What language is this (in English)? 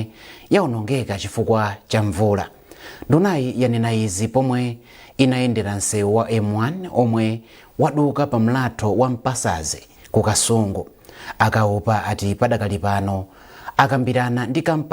Nyanja